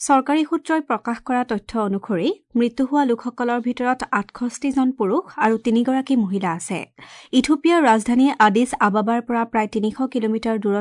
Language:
Assamese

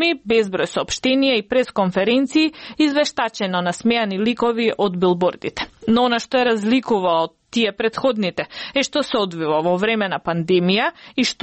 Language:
Macedonian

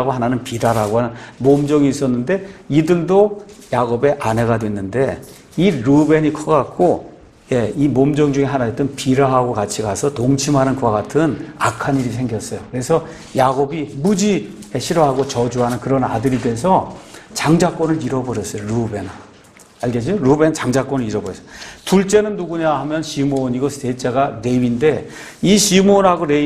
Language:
Korean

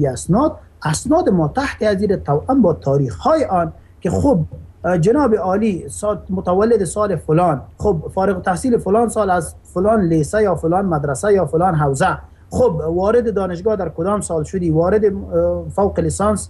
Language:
Persian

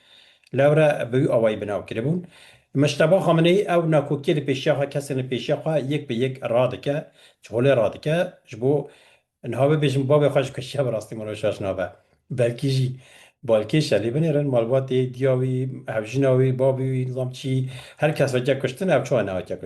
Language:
Kurdish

